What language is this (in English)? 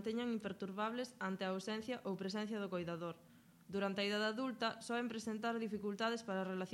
Galician